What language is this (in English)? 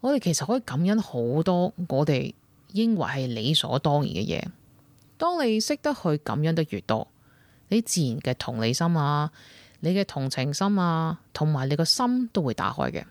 Cantonese